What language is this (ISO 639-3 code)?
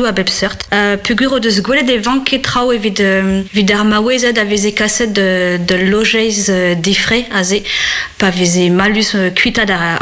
bre